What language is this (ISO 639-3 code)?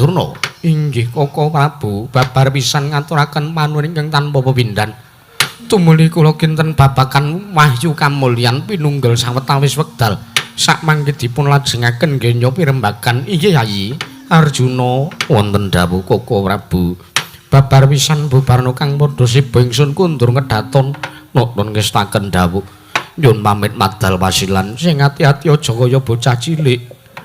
jav